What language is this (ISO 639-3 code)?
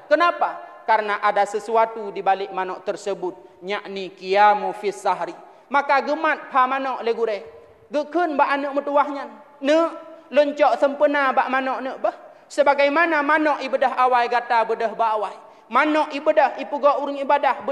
ace